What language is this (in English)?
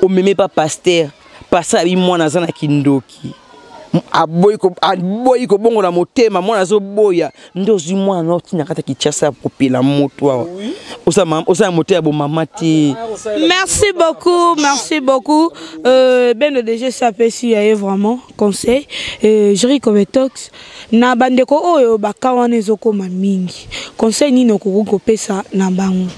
Lingala